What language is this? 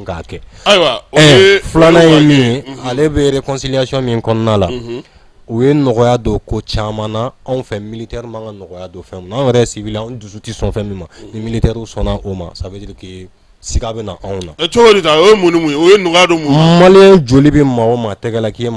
Bambara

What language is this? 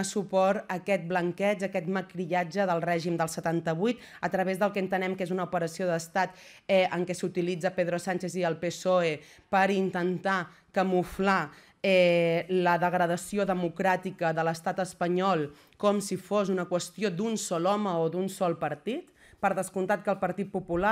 Catalan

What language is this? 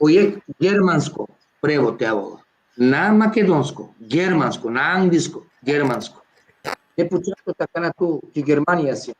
Balkan Romani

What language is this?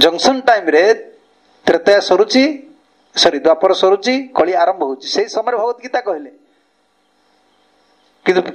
Odia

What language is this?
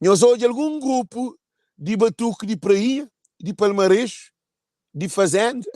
Kabuverdianu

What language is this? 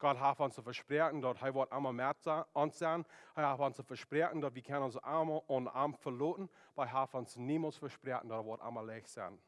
Plautdietsch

